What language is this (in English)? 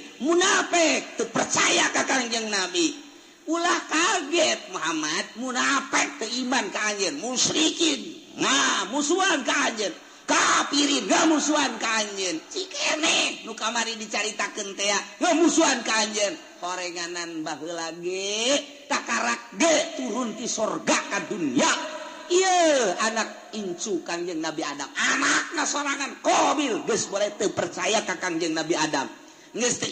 Sundanese